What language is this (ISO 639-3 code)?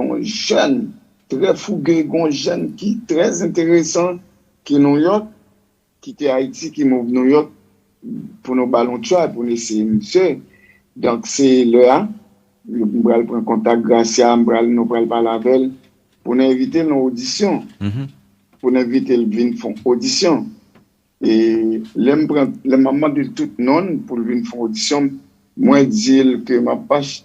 hat